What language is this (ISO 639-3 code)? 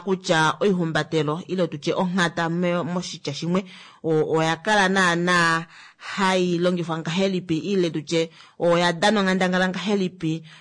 kua